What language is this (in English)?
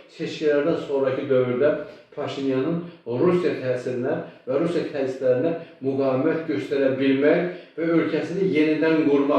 Azerbaijani